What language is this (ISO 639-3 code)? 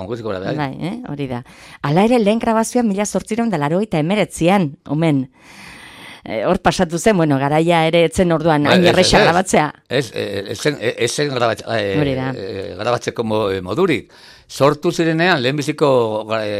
eus